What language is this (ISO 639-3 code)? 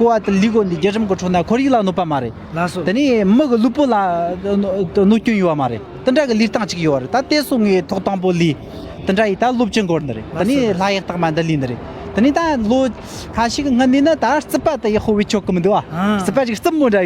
bod